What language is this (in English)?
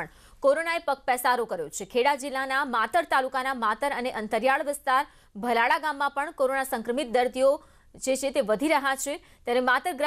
Gujarati